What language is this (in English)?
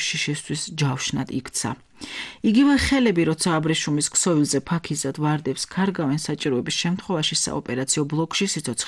Georgian